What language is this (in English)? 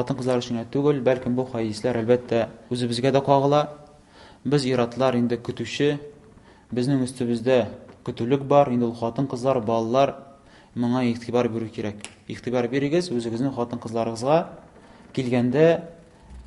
Tatar